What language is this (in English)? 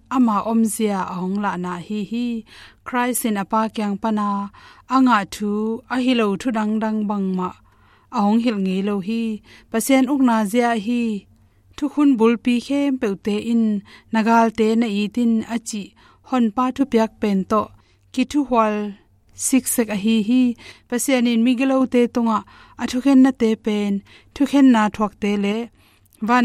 Tedim Chin